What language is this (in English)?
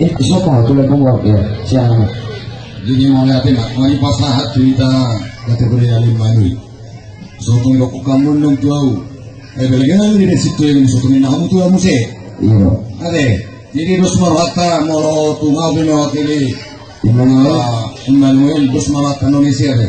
Batak Toba